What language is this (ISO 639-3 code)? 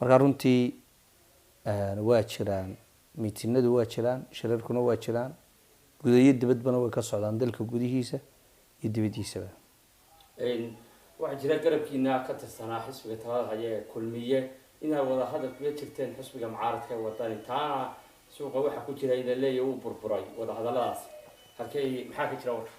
som